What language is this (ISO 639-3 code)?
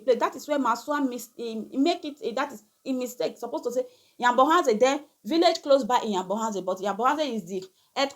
pcm